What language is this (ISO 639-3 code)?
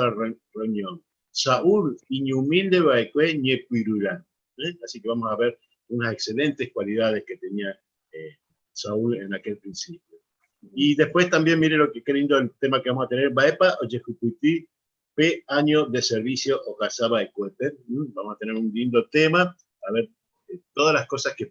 grn